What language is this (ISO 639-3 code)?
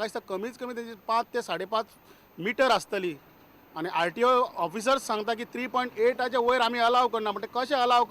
kok